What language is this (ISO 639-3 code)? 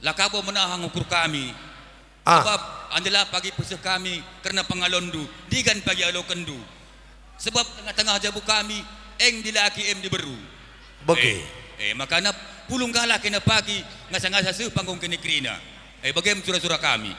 btx